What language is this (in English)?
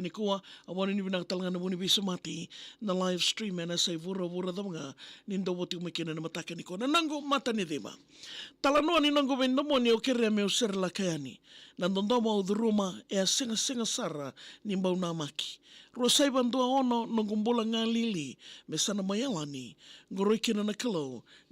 Fijian